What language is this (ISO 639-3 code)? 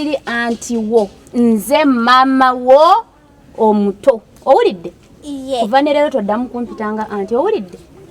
lug